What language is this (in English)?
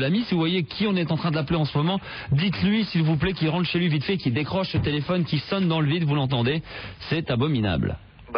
French